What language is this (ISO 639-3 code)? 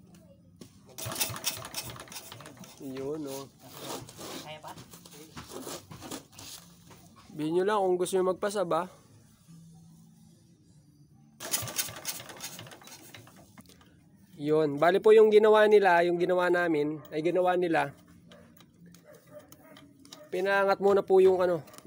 fil